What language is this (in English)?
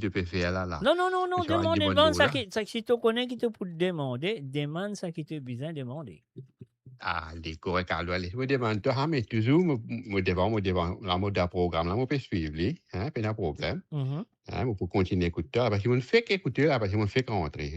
Morisyen